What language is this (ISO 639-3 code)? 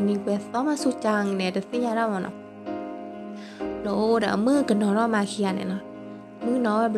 ksw